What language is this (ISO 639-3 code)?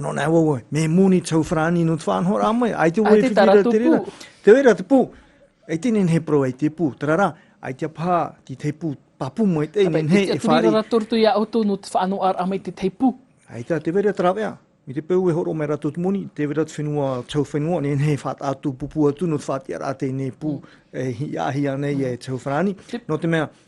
tah